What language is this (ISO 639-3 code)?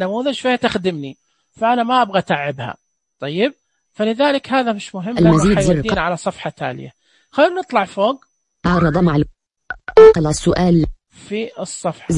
ars